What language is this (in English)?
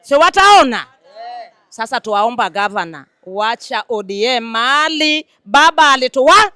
Swahili